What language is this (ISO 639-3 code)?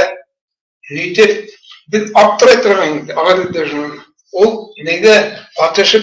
bak